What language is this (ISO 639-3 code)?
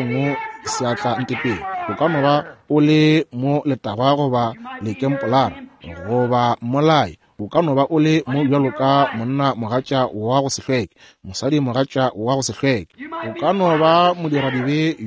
nso